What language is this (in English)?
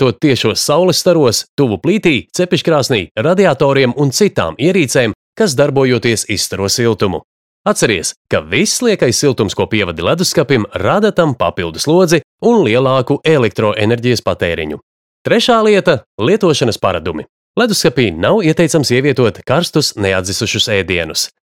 Latvian